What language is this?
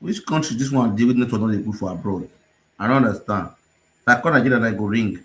Nigerian Pidgin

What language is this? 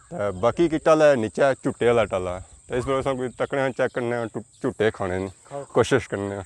Pahari-Potwari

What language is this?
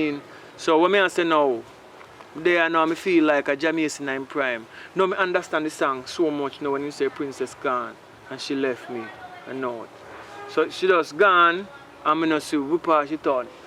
Jamaican Creole English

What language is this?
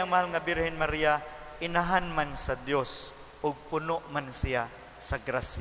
Cebuano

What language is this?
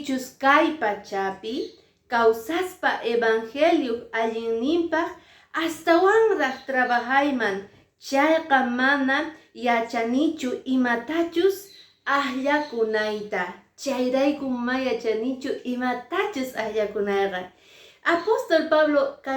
Quechua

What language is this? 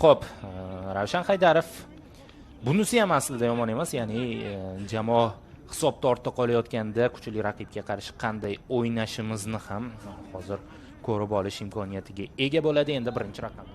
Uzbek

